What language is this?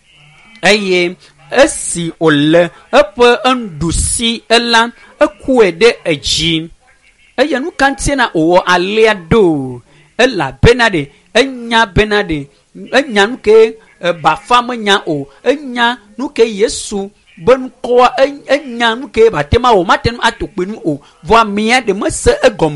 Ewe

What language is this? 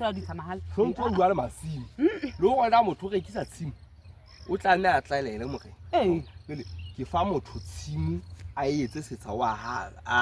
Southern Sotho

